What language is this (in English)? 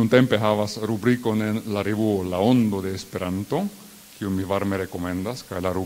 Esperanto